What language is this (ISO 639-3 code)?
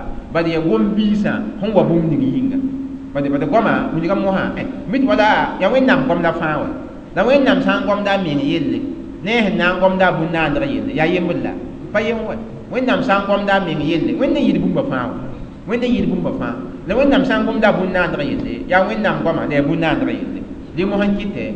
mos